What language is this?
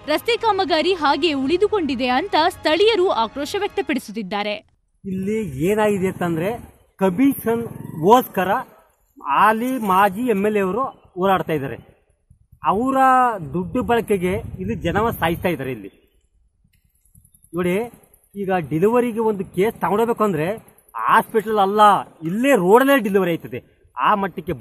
Kannada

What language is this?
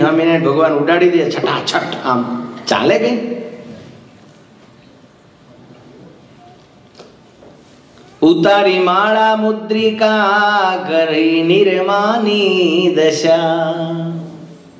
Gujarati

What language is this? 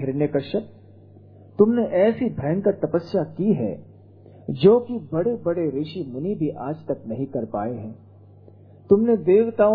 Hindi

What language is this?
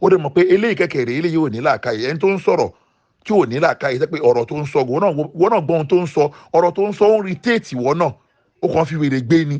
Yoruba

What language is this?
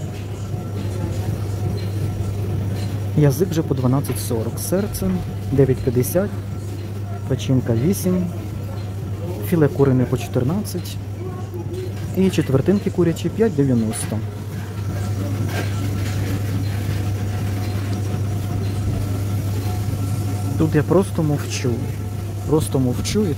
Ukrainian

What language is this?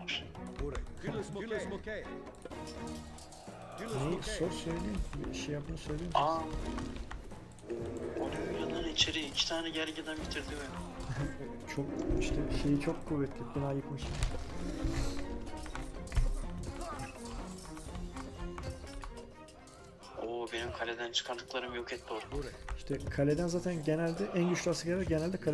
Turkish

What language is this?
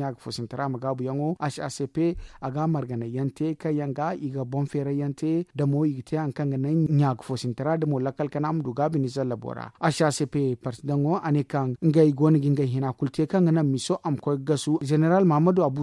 Zarma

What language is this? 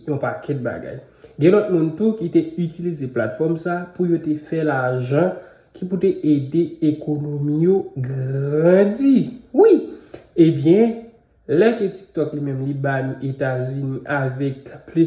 Haitian Creole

